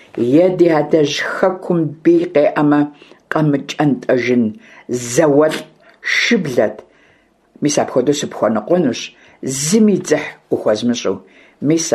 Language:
Kabardian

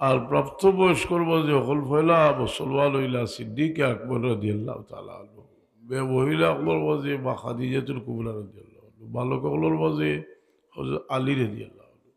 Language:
Sylheti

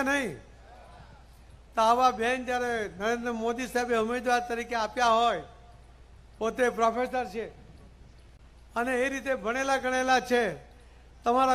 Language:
Gujarati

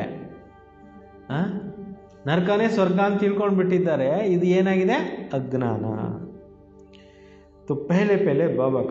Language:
Kannada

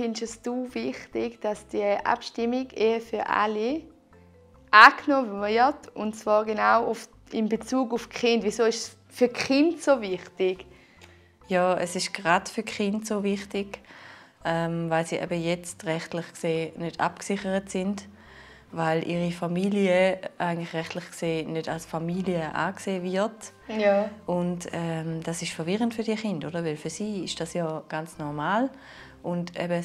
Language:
Swiss German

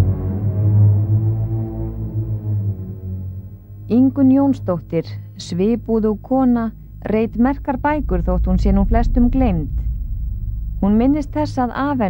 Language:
Icelandic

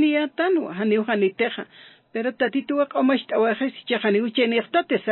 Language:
Aymara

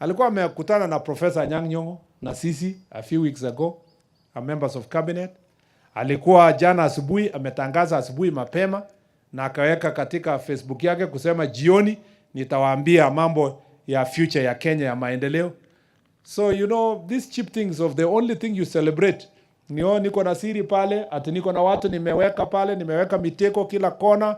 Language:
Swahili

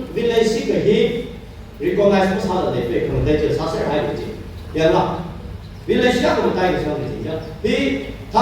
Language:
Tangkhul Naga (India)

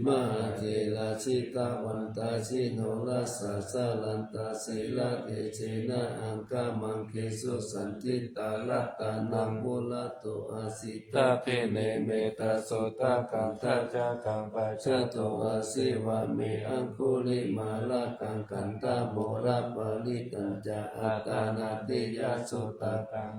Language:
Pali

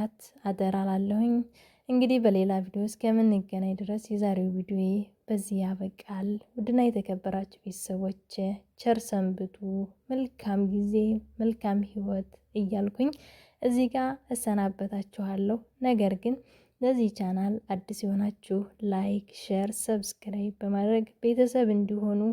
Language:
Amharic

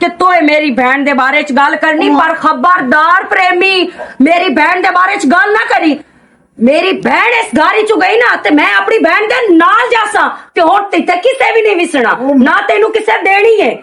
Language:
Western Panjabi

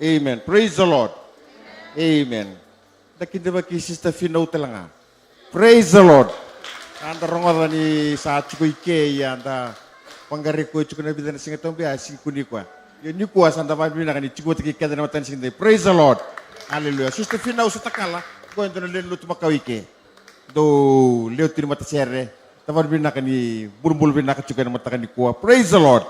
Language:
Fijian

